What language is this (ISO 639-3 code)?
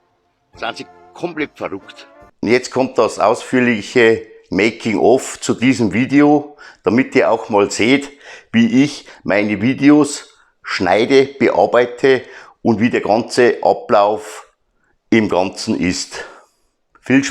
bar